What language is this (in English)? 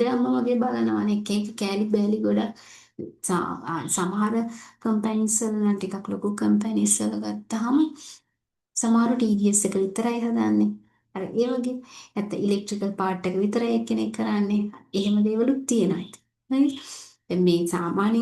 Sinhala